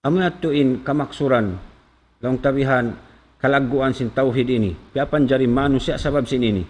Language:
Tausug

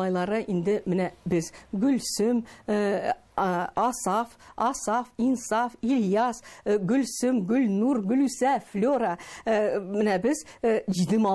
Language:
Tatar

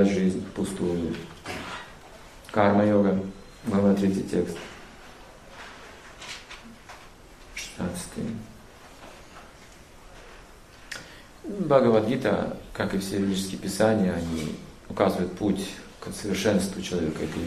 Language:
Russian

